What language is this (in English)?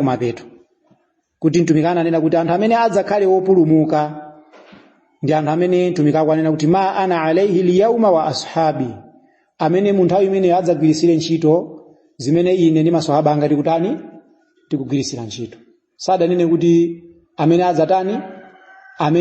Nyanja